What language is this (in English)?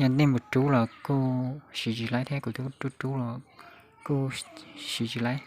Hmong